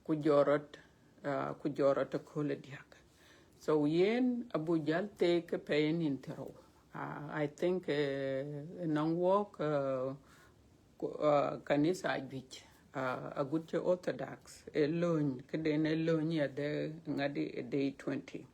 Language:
Dinka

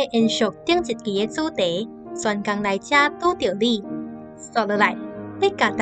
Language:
Min Nan Chinese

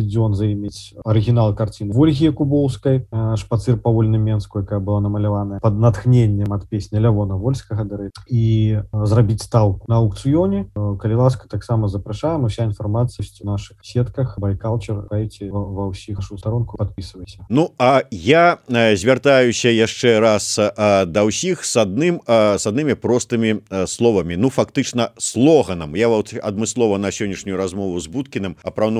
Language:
Belarusian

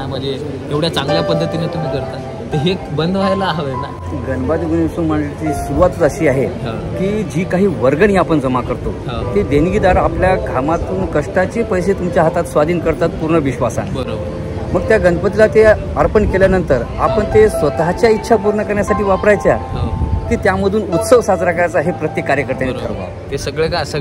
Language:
Marathi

